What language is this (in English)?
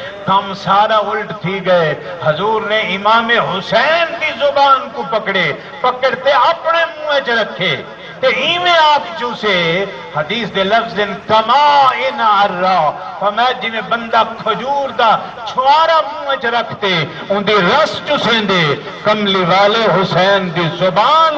Saraiki